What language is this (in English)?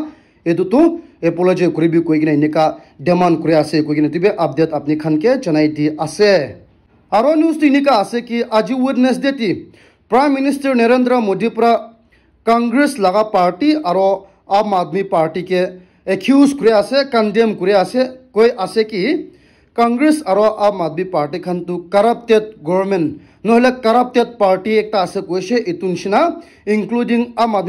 Naga Pidgin